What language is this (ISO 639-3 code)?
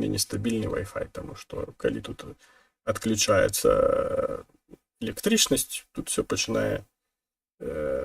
bel